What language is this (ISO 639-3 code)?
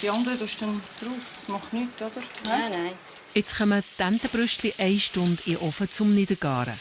gsw